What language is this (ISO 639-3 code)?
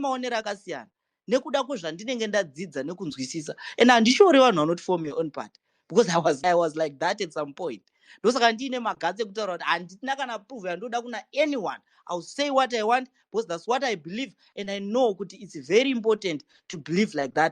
sna